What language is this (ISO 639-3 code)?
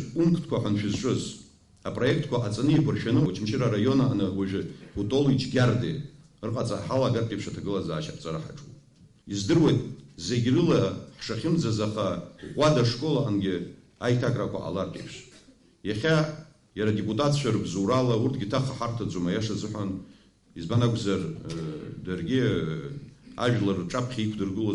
abk